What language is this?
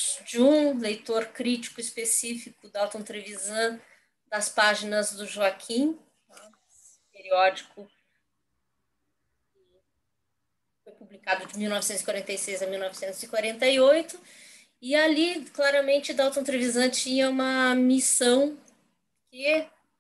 Portuguese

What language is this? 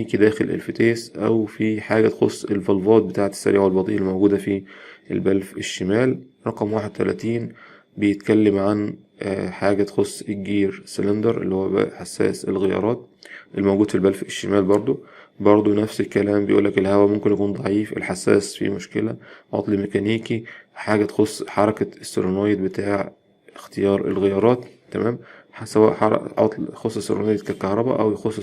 Egyptian Arabic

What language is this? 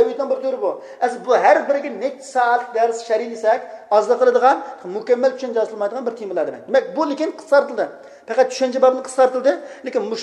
Uyghur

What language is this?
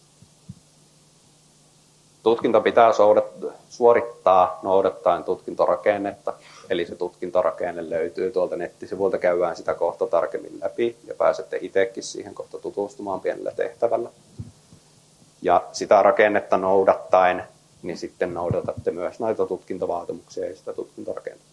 Finnish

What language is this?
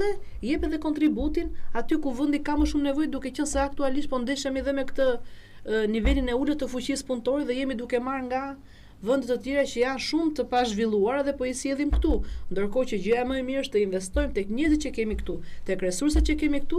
Albanian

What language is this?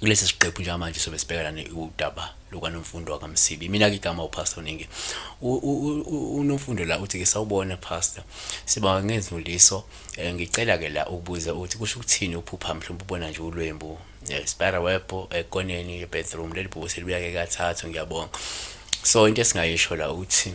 Zulu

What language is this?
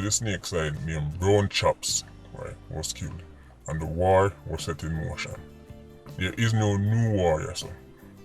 Jamaican Creole English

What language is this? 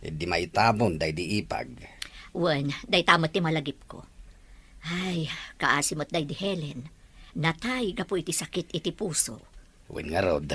Iloko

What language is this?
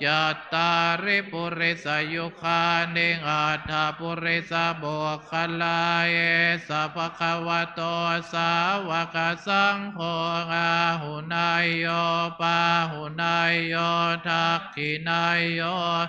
Pali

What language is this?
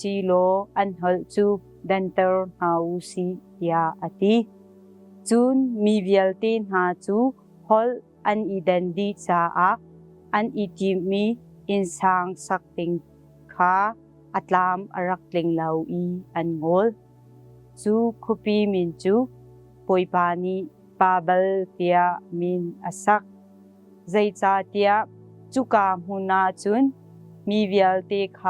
Hakha Chin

